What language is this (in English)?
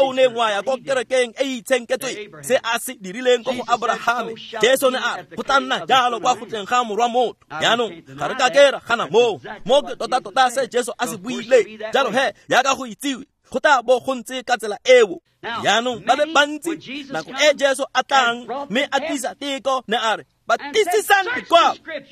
Tswana